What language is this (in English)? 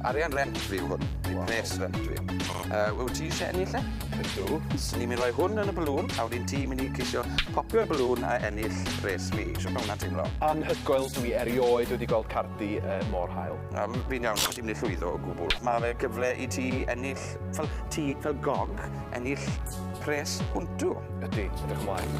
Welsh